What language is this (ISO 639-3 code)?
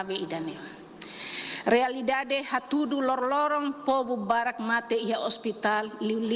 tet